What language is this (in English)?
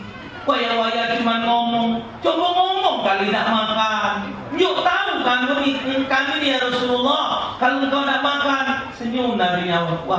Musi